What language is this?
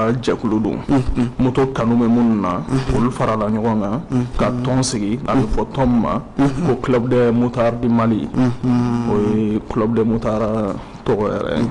Bambara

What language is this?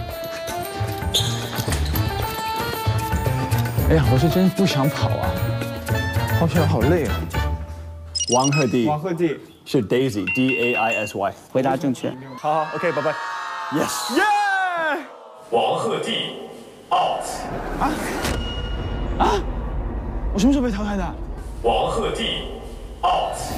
Chinese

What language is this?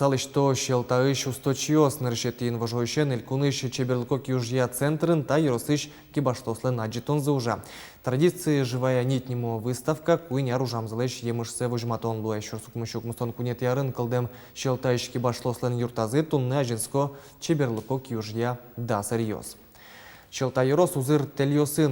Udmurt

